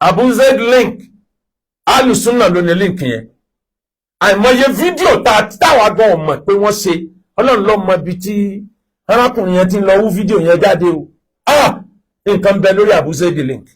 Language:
Yoruba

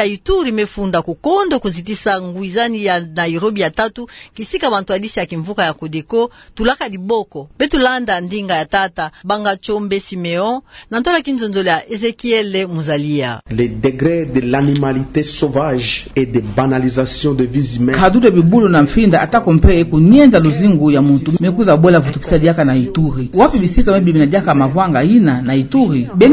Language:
Kituba (Democratic Republic of Congo)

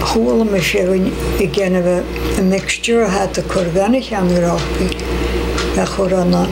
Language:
Scottish Gaelic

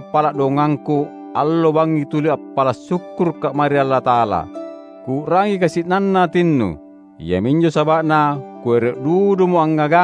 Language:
Makasar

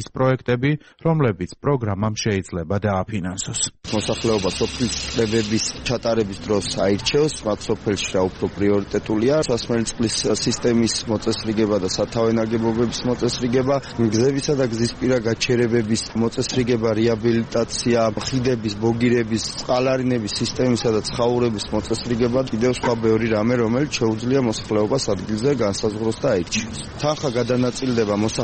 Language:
Georgian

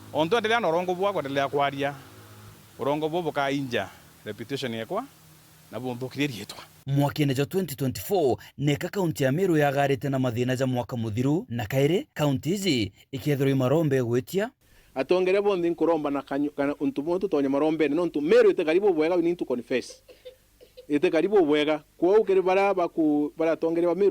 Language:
Meru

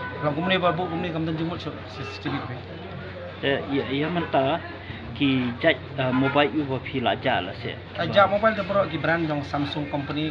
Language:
Khasi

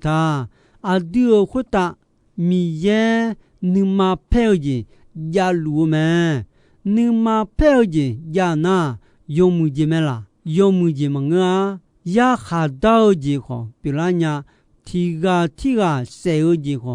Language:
Akha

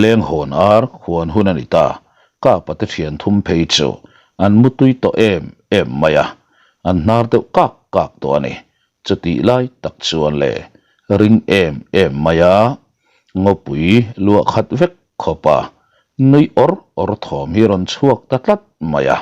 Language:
Mizo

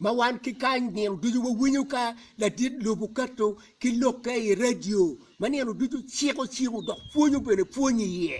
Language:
Acoli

